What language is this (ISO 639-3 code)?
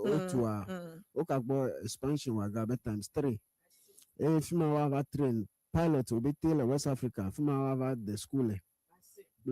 ewe